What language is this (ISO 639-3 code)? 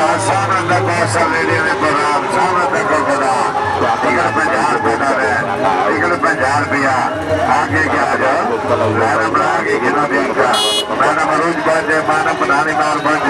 skr